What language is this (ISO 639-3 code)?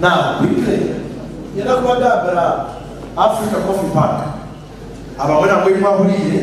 nyn